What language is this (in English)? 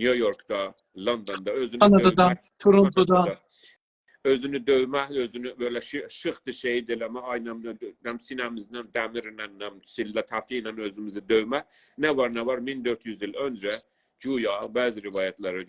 South Azerbaijani